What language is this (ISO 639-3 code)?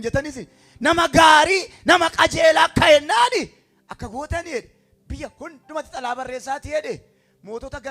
orm